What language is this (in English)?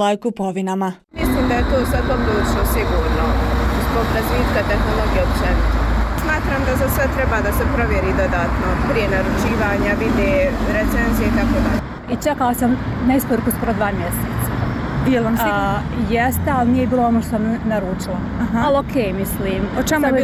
Bosnian